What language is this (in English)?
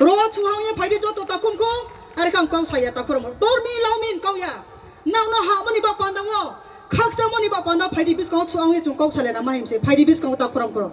Riang (India)